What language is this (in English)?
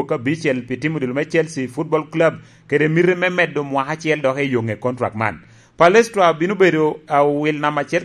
Lango (Uganda)